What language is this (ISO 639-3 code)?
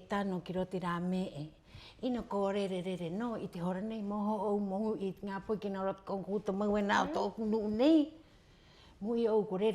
rap